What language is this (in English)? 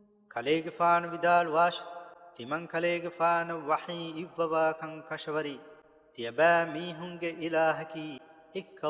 Divehi